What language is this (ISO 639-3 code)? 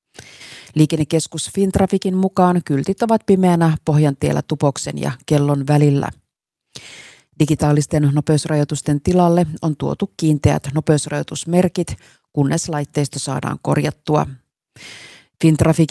fin